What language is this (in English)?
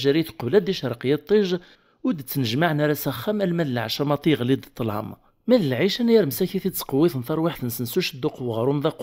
Kabyle